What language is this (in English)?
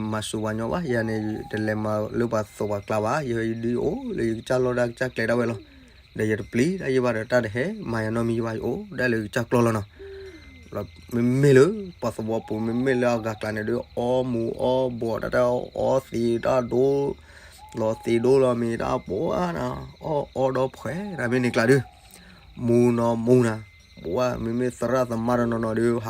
S'gaw Karen